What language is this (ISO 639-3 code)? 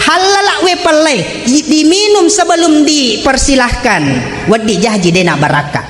bug